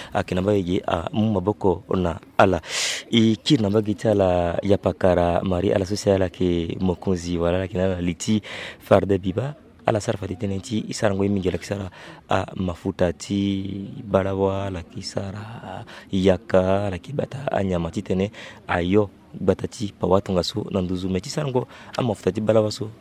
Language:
Sango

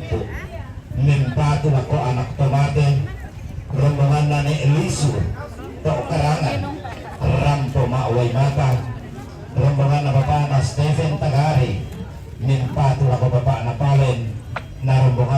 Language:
Toraja-Sa'dan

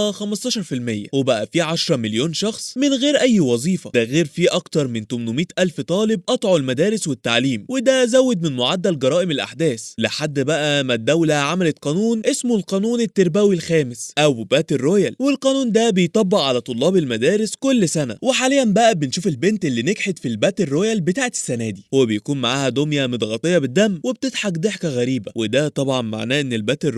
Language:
Egyptian Arabic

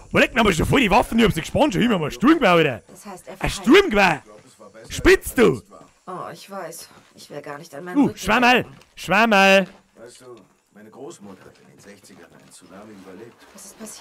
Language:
Bavarian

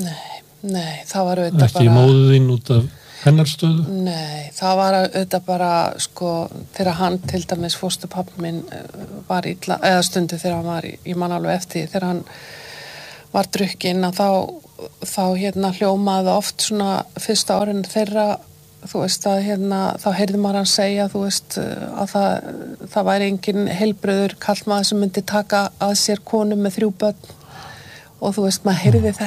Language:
Icelandic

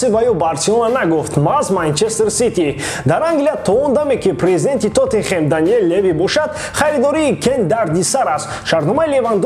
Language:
Tajik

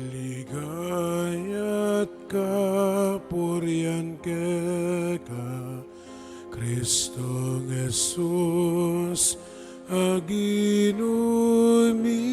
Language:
Pampanga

